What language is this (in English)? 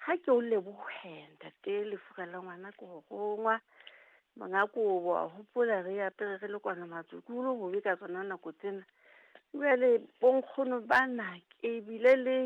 Southern Sotho